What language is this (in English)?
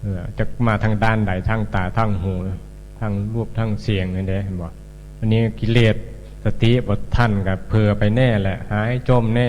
Northeastern Thai